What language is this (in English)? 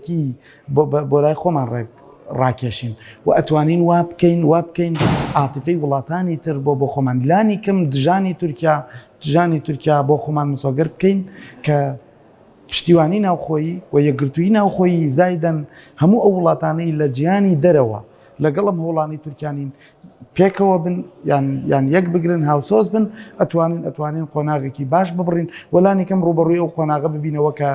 Central Kurdish